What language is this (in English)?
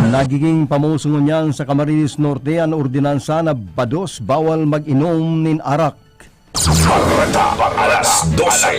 Bikol